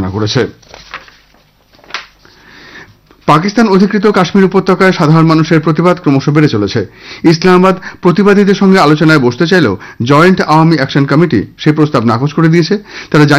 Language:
Bangla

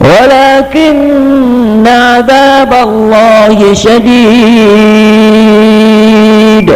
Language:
Maranao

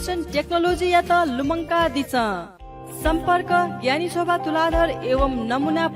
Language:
Newari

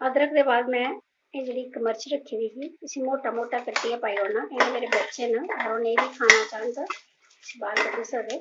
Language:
Dogri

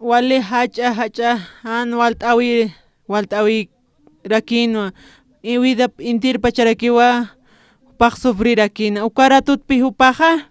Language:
Aymara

